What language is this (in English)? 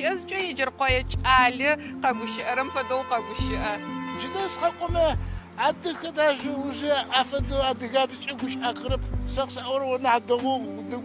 Adyghe